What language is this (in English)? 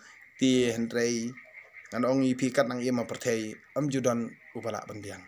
Khasi